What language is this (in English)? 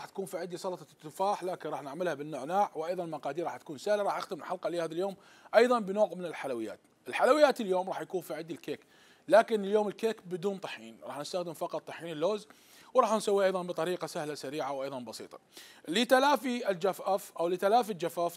Mesopotamian Arabic